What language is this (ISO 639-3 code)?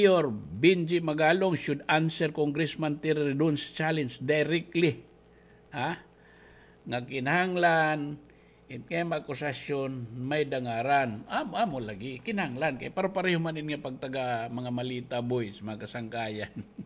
war